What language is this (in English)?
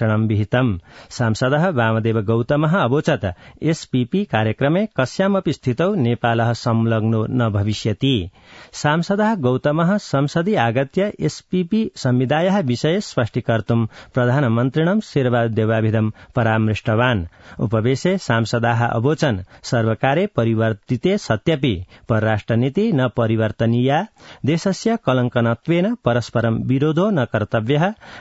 Sanskrit